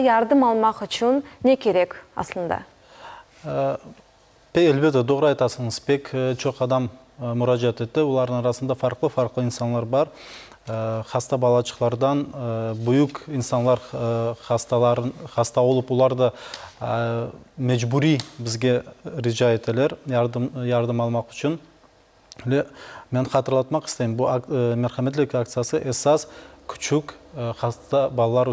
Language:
Crimean Tatar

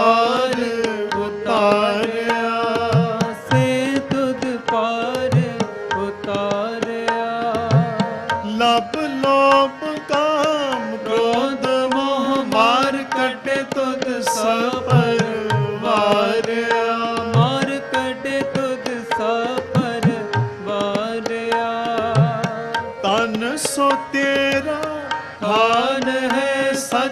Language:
Punjabi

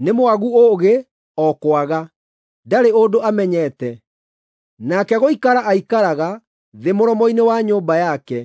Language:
Kikuyu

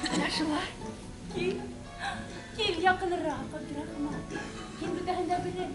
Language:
Bashkir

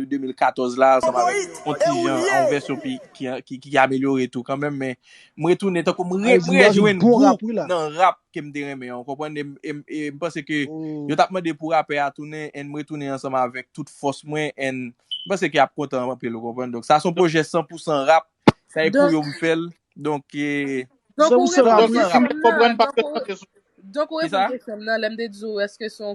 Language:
Haitian Creole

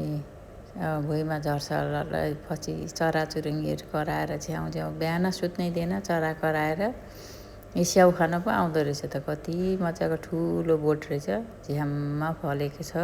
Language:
Nepali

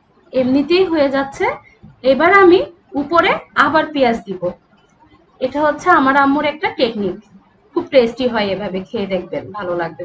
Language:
Bangla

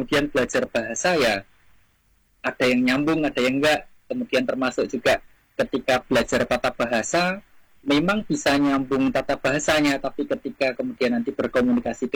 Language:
Indonesian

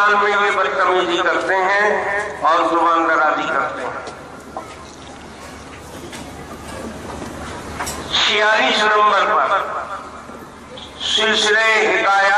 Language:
Urdu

